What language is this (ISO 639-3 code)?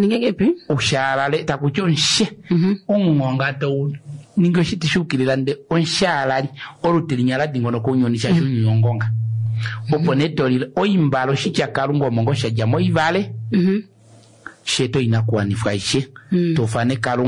kua